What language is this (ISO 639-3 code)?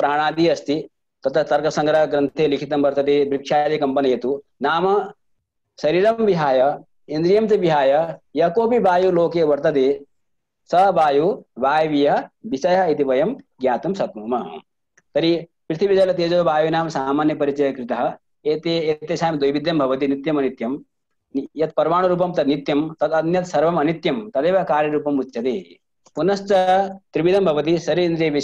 san